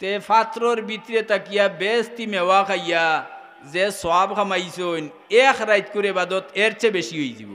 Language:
Sylheti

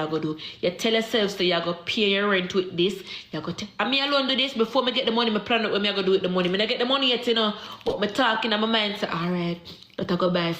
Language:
Jamaican Creole English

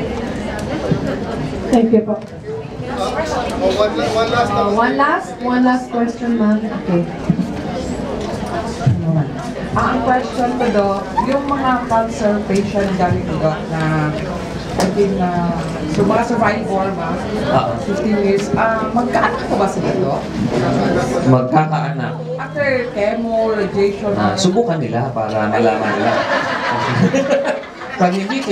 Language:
Filipino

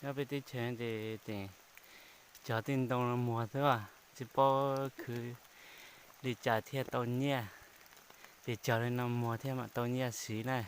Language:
Hmong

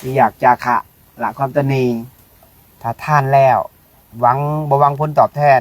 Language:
Lao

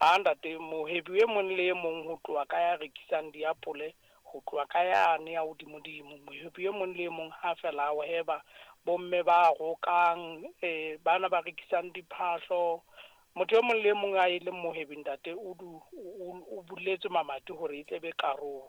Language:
Southern Sotho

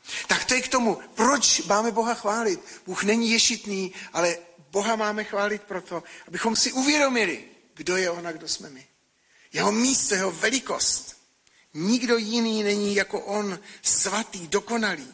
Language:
Czech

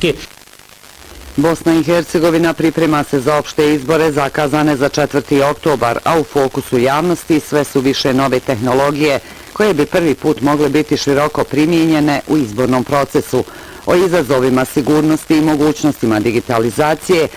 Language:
Bosnian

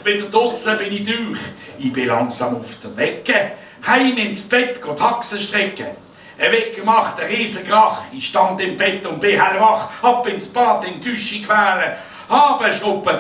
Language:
Swiss German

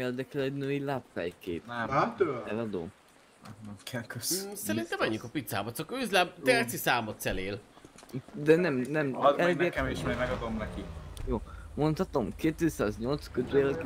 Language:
Hungarian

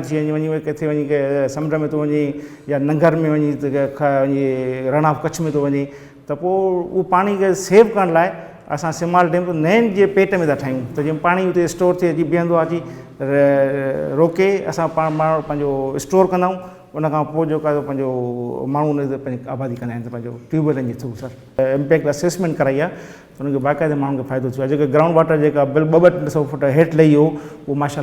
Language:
Sindhi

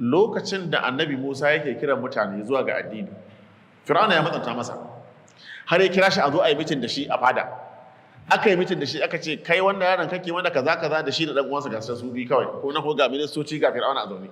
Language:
Hausa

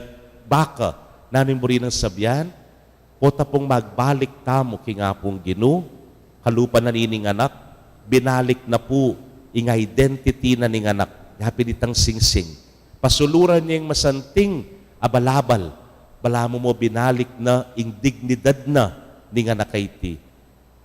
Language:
Pampanga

